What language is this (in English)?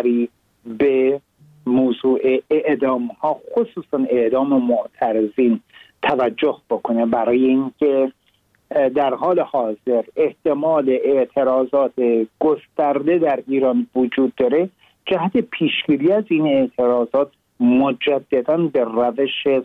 Persian